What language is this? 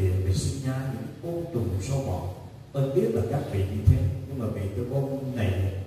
Vietnamese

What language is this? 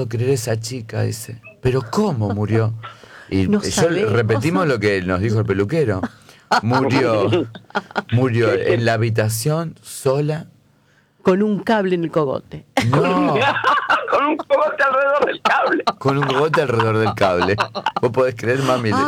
Spanish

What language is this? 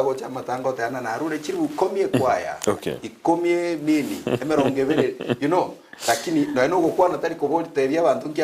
Gusii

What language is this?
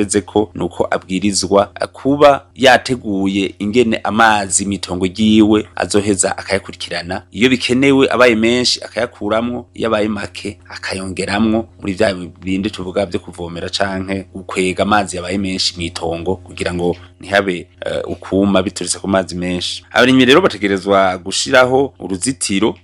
Rundi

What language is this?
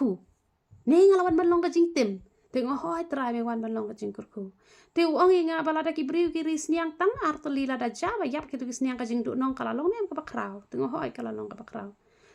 Khasi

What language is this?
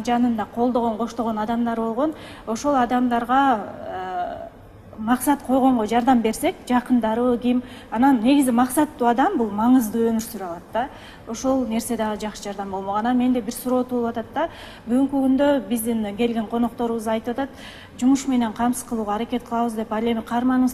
Kyrgyz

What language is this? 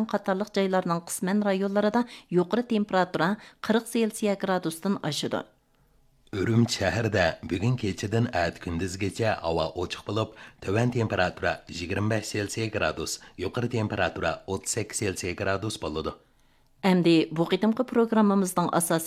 Uyghur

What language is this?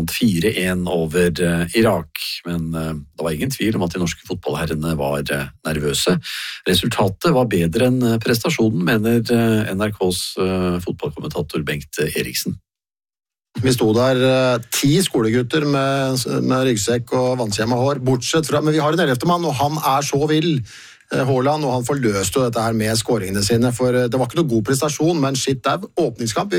Norwegian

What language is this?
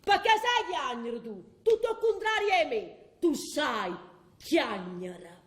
Neapolitan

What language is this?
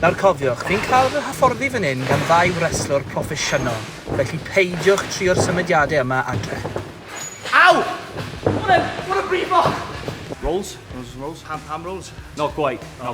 Welsh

